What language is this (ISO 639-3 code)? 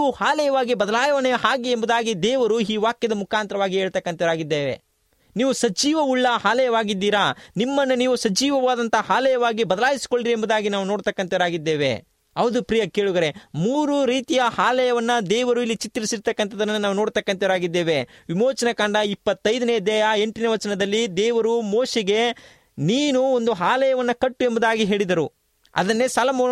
kan